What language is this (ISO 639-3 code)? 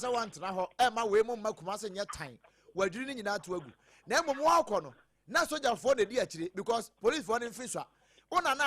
aka